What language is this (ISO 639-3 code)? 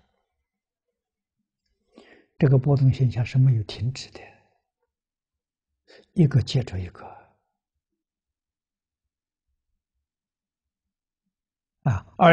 zho